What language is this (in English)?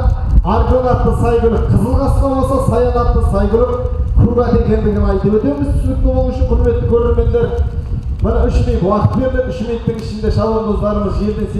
Kazakh